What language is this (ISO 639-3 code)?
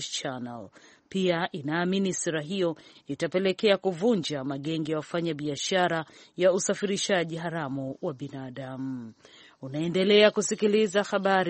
swa